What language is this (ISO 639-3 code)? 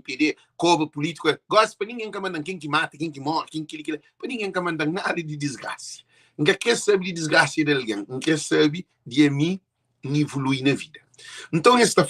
kea